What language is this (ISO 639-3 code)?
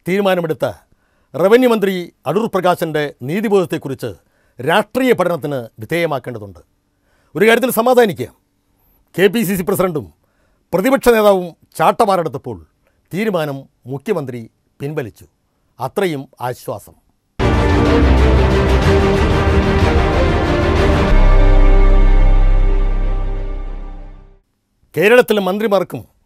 mal